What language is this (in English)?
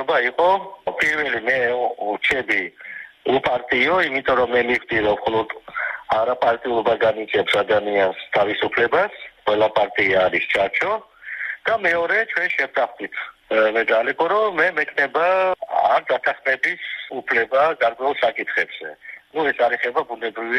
Georgian